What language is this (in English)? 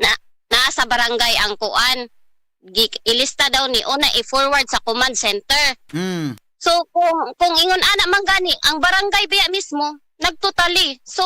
Cebuano